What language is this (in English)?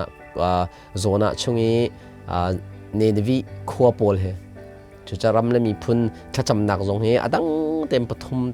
Hakha Chin